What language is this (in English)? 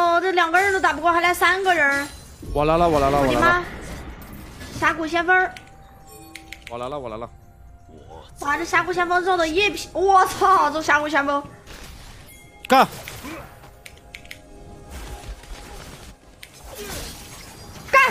Chinese